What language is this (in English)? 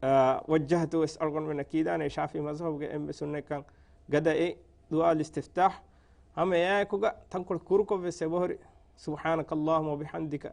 Divehi